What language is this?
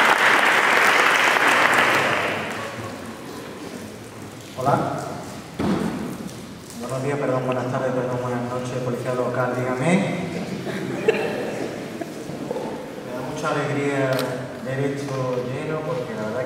Spanish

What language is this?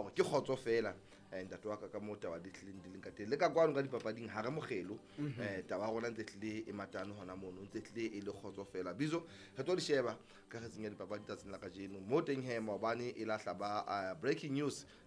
Southern Sotho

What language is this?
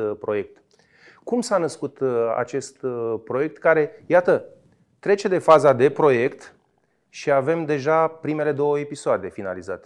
Romanian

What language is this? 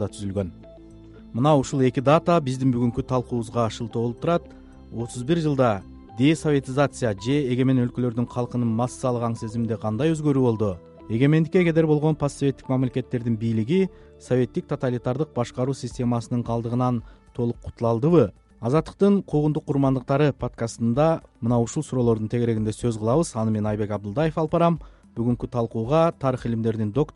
Kyrgyz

